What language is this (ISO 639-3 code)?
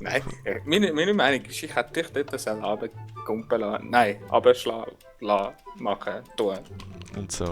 gsw